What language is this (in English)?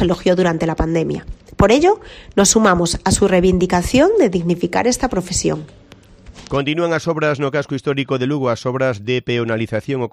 Galician